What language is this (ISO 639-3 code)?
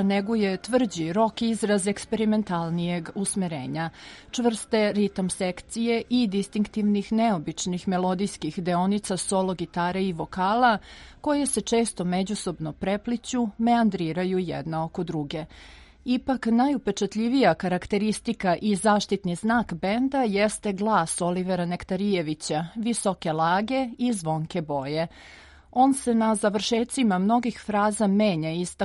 srp